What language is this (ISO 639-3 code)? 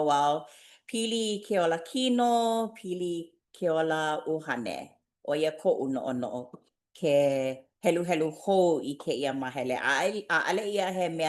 haw